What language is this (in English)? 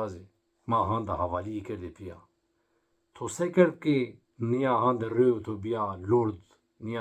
Zaza